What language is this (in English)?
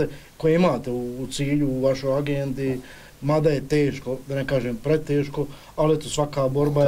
Bosnian